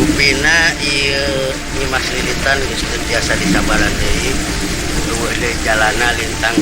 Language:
Sundanese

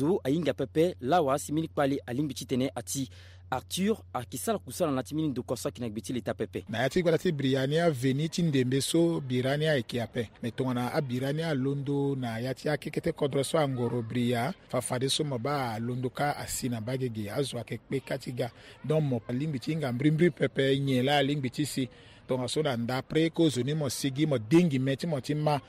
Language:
Sango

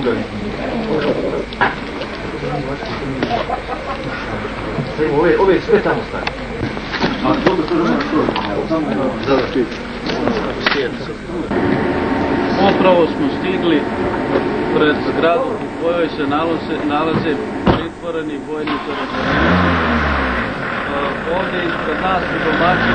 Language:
Bosnian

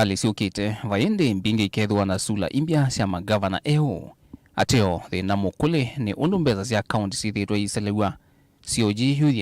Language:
Kamba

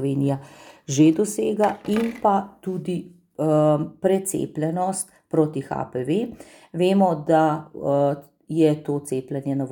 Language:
Slovenian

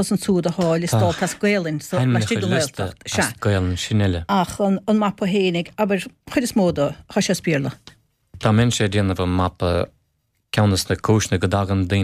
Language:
Irish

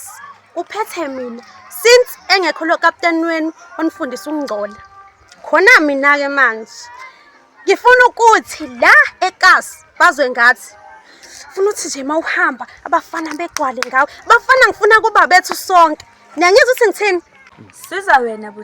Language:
Zulu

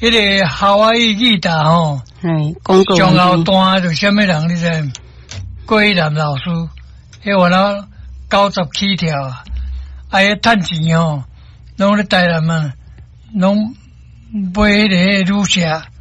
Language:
Min Nan Chinese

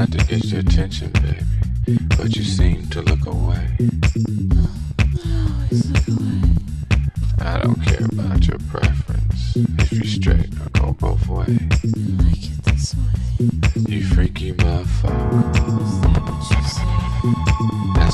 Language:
English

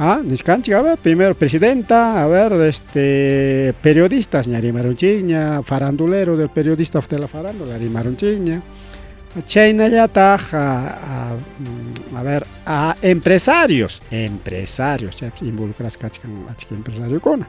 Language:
Ayacucho Quechua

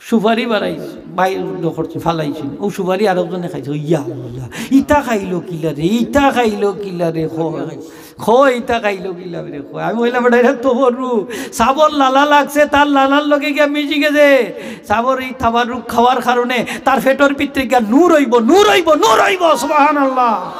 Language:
Sylheti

